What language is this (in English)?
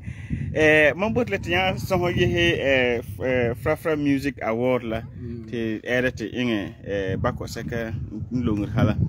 Frafra